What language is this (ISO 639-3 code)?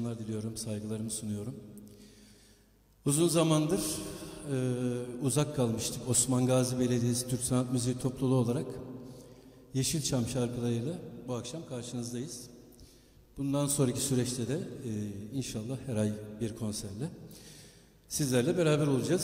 tur